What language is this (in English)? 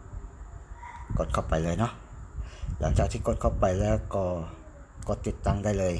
Lao